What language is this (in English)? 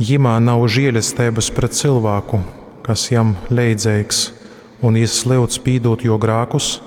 Latgalian